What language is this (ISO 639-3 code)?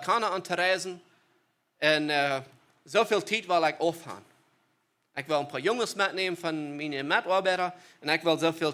pdt